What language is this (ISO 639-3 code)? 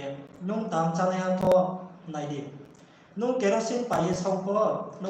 ria